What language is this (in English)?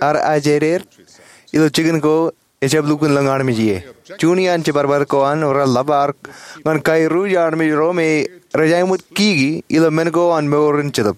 Marshallese